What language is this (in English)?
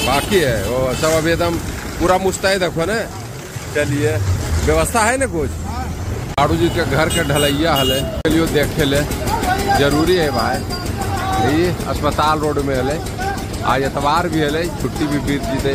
Magahi